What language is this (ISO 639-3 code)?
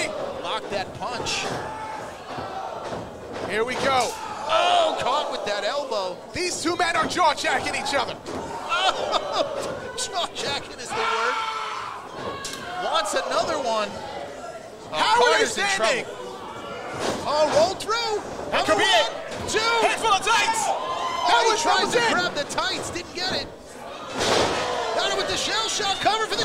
eng